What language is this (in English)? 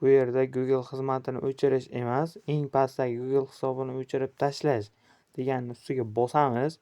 Uzbek